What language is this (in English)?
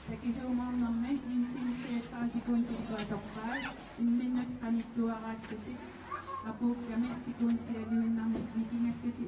Kalaallisut